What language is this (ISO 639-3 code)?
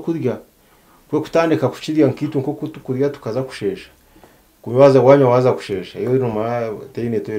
nyn